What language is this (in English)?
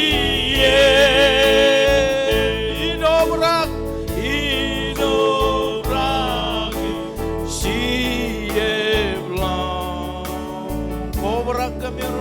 Marshallese